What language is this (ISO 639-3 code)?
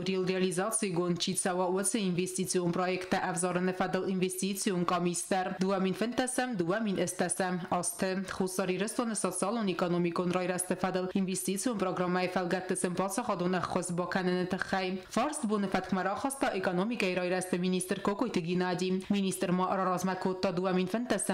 oss